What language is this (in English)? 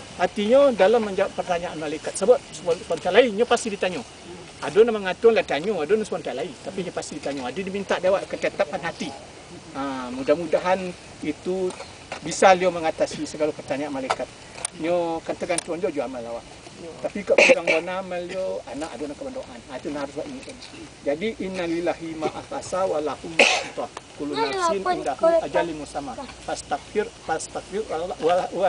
Minangkabau